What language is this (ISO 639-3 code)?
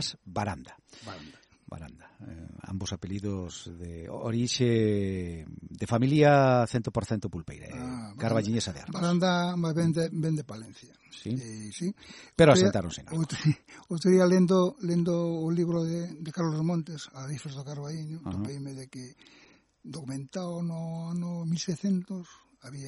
glg